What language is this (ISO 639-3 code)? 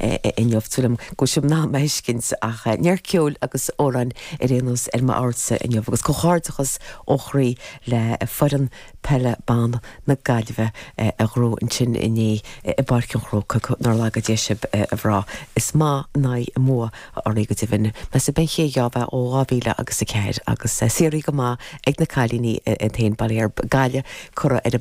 gle